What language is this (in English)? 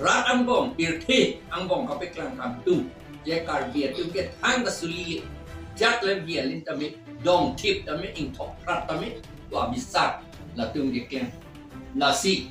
Karbi